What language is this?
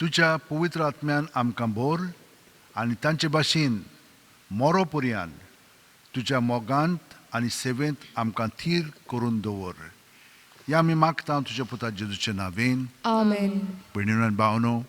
Konkani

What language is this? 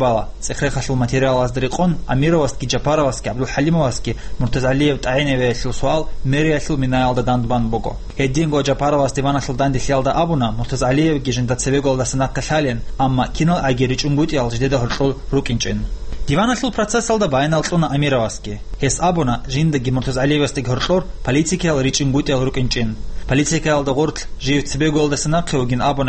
Avaric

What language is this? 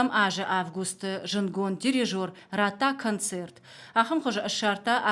Ossetic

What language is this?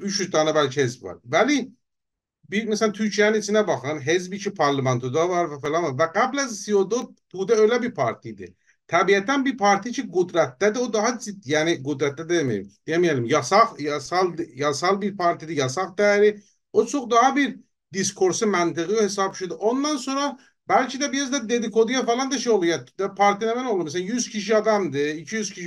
South Azerbaijani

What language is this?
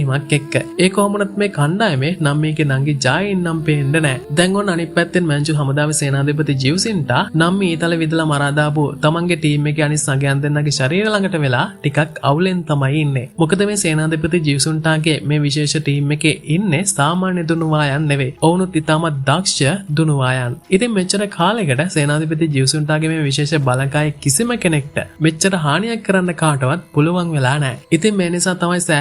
Sinhala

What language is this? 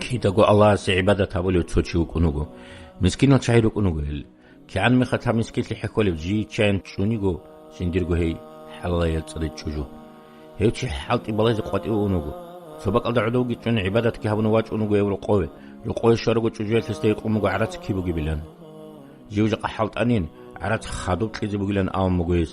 Avaric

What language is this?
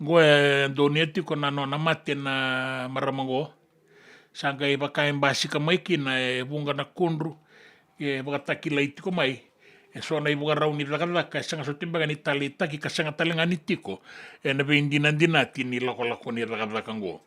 Fijian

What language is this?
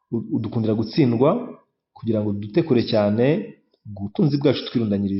Kinyarwanda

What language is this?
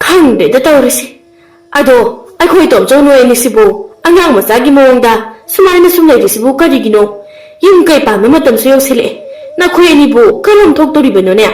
Manipuri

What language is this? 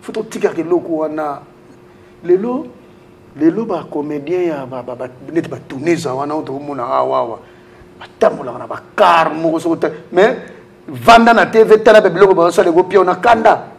Lingala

